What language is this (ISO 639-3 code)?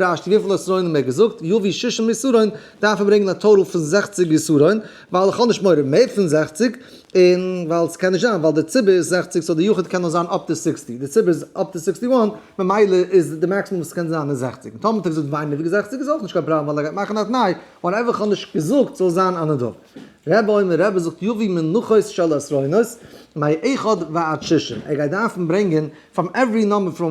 yid